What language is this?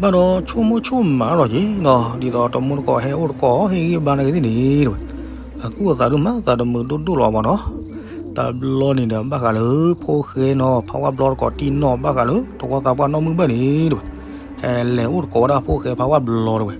S'gaw Karen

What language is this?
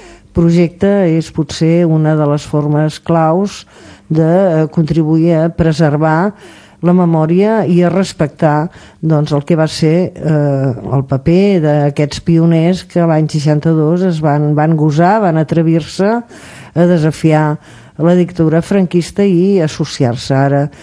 Catalan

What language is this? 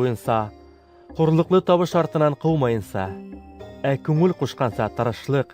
Bashkir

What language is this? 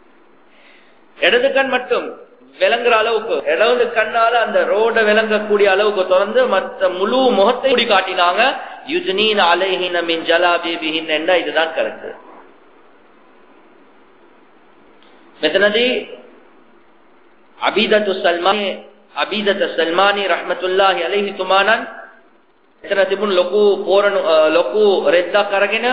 Tamil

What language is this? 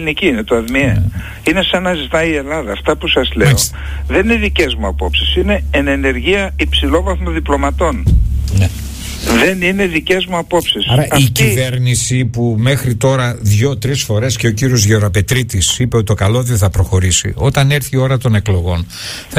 Greek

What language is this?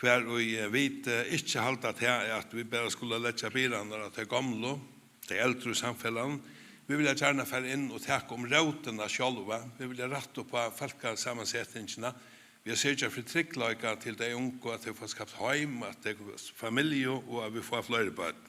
Faroese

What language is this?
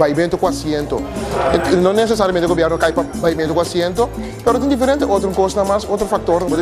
Papiamento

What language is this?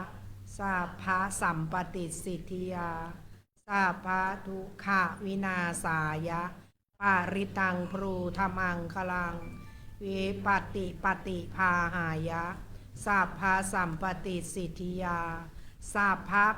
Pali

